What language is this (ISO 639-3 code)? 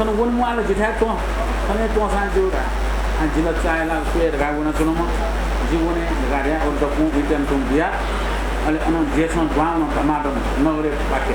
new